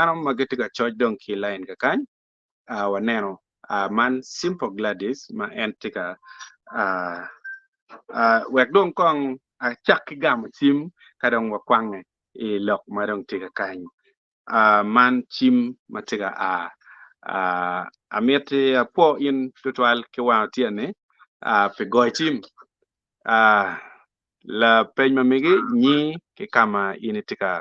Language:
Acoli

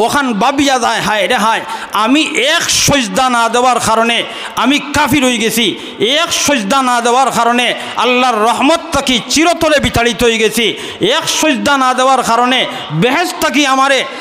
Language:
Sylheti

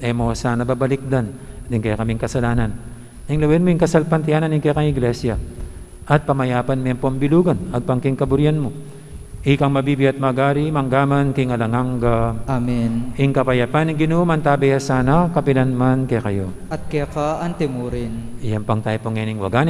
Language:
Pampanga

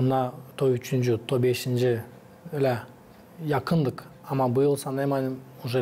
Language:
Gagauz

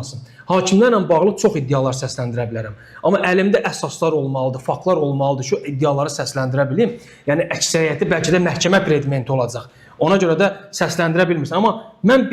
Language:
Azerbaijani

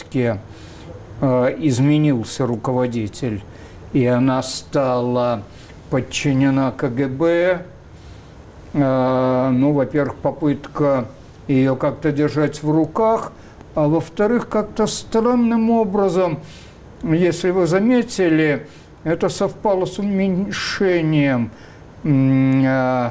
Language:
Russian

